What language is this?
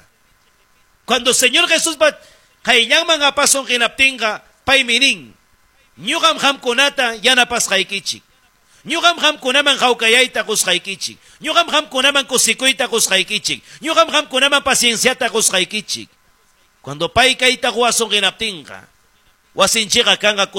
Ayacucho Quechua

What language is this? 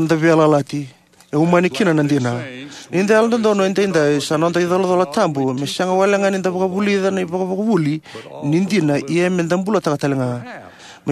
Fijian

